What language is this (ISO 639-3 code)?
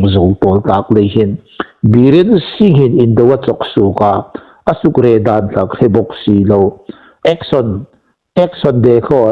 hmr